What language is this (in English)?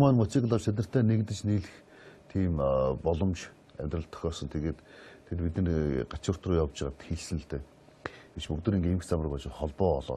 Mongolian